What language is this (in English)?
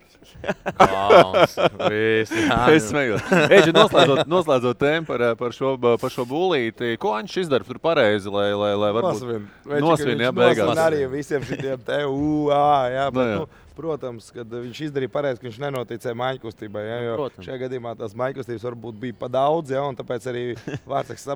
Latvian